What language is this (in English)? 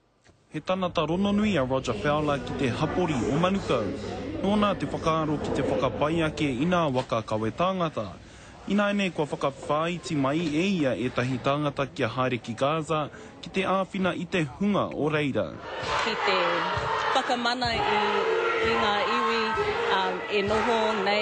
Māori